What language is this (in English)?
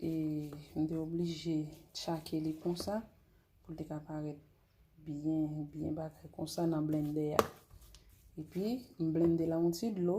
Haitian Creole